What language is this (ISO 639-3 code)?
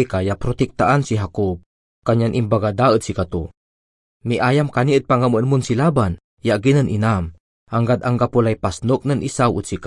pag